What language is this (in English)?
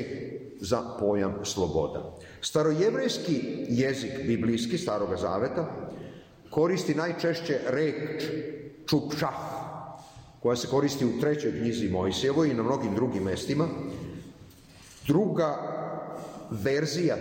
Serbian